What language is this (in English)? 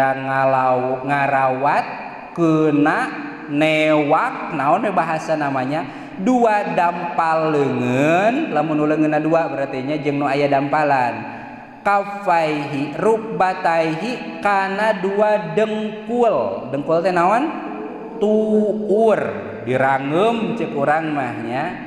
Sundanese